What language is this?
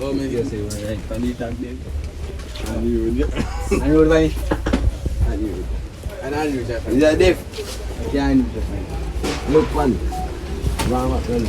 Jamaican Creole English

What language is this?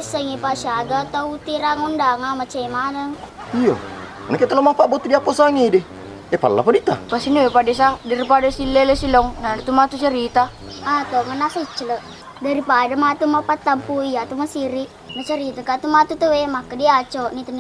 Buginese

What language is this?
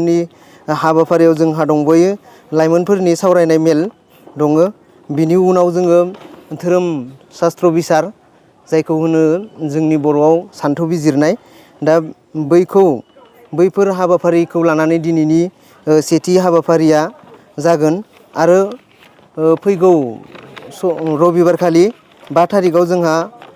Bodo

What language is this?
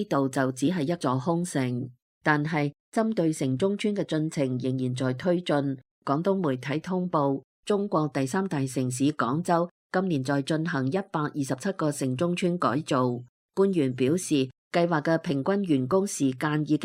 Cantonese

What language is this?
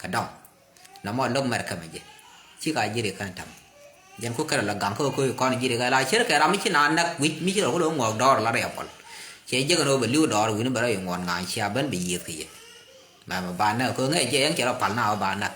Nuer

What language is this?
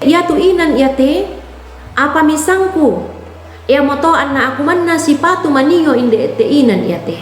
Toraja-Sa'dan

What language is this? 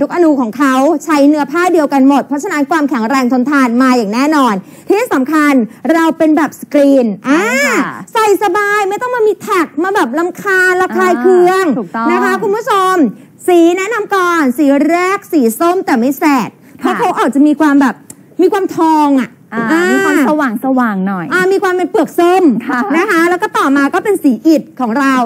Thai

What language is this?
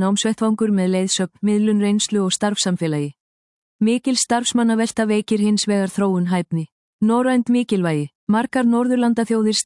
Icelandic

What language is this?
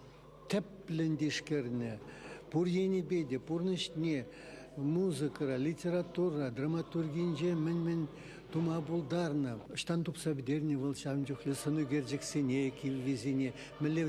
Chuvash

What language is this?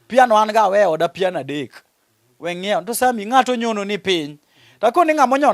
Luo (Kenya and Tanzania)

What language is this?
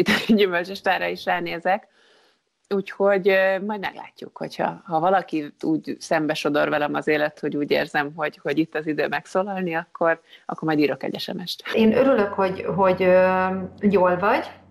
Hungarian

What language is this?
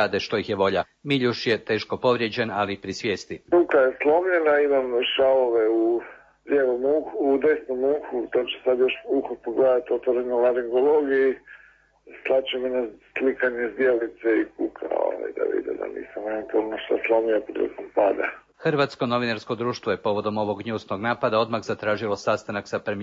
Croatian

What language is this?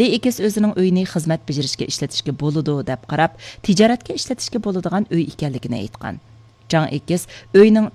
Uyghur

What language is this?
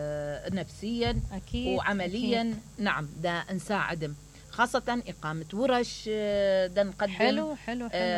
Mesopotamian Arabic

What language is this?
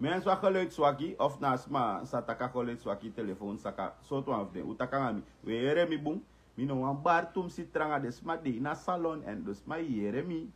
Sranan Tongo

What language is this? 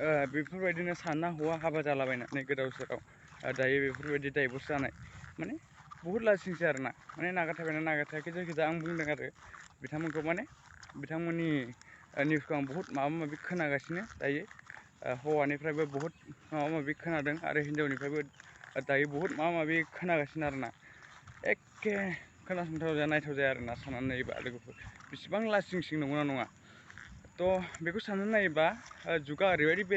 Bodo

